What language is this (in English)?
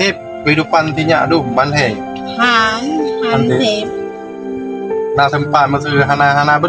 Achinese